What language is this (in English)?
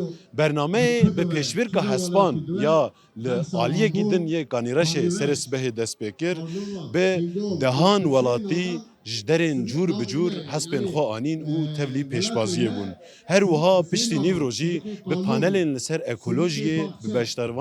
Kurdish